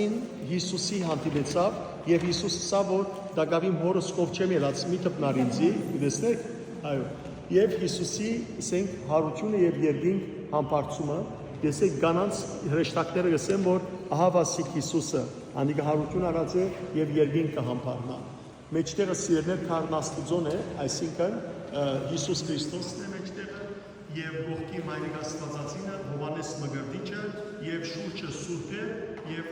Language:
Western Armenian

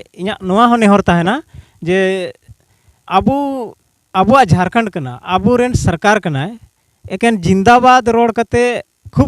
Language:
Santali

